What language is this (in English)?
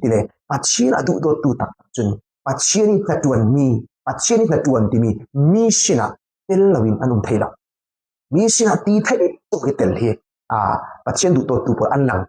Falam Chin